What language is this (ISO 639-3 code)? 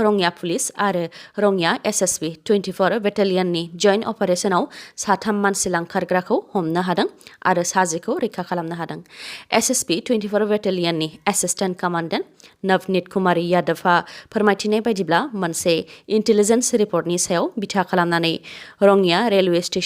brx